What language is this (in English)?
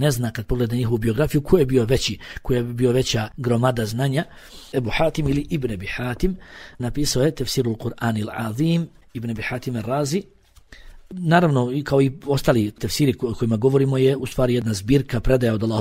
Bosnian